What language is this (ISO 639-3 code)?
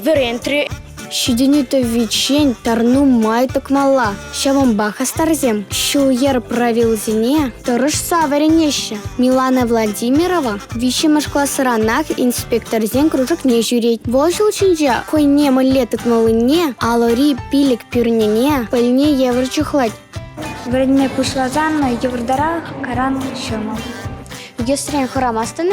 chv